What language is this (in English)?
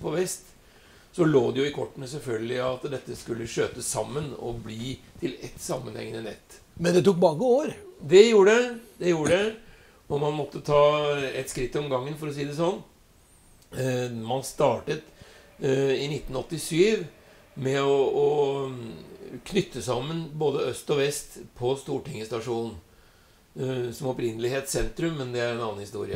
Norwegian